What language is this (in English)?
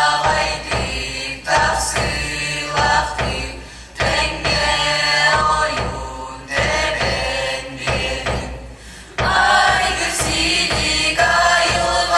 Yakut